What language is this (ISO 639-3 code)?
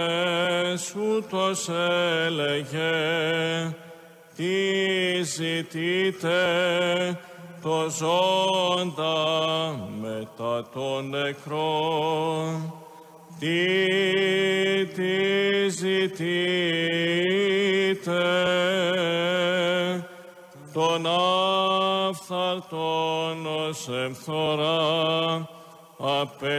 ell